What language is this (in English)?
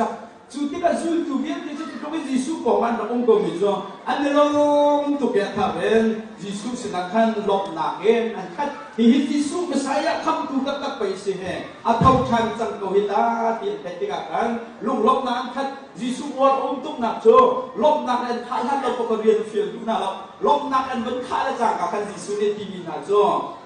Hakha Chin